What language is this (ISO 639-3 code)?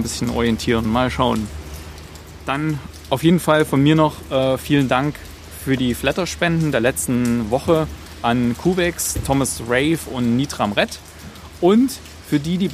deu